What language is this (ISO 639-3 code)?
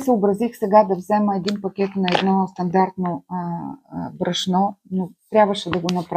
bul